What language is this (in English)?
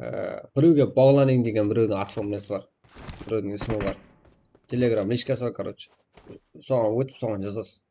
Kara-Kalpak